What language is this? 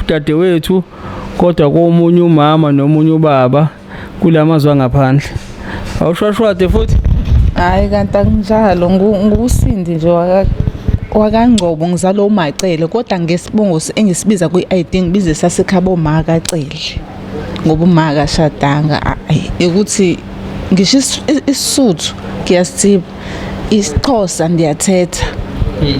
Zulu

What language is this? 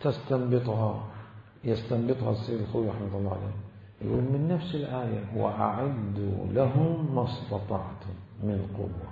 Mesopotamian Arabic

